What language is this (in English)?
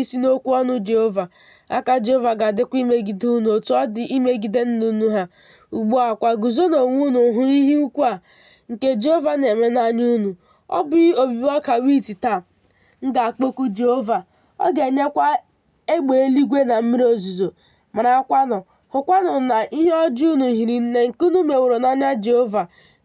Igbo